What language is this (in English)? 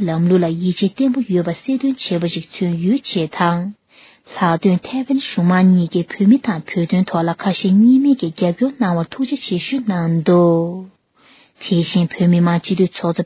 Tibetan